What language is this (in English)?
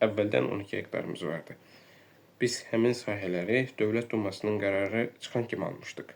Azerbaijani